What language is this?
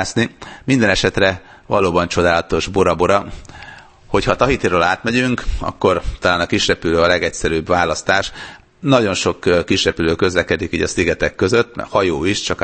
Hungarian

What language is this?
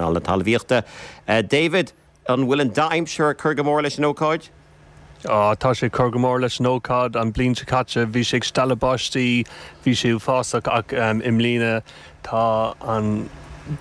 Irish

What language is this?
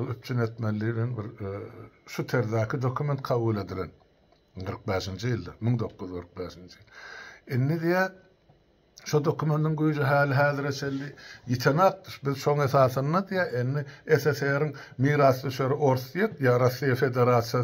Turkmen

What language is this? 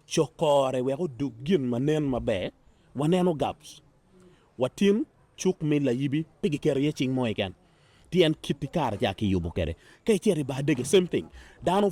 Acoli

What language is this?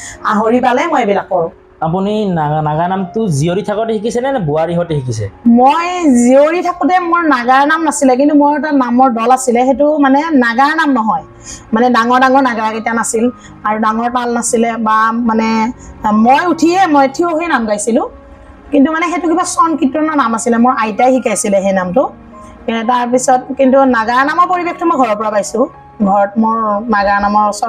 Assamese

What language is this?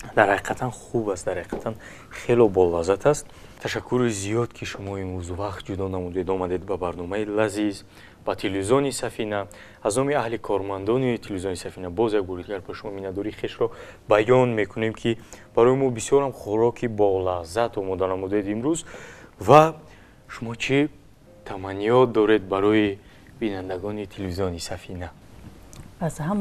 Tajik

